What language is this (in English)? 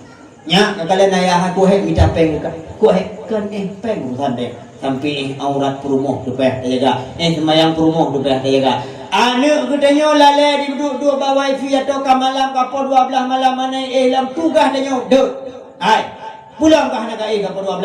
Achinese